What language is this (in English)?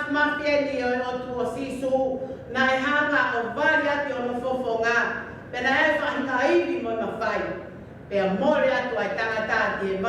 Tongan